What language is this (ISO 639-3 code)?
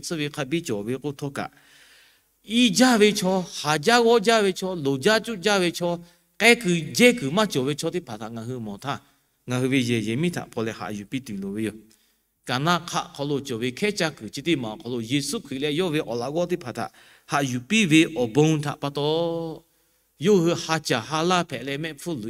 lhu